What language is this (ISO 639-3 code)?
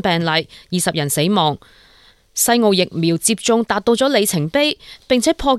yue